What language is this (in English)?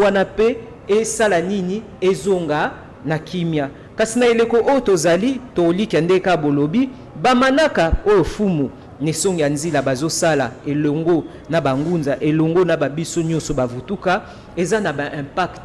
Lingala